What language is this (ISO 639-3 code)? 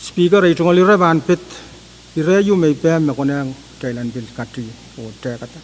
pon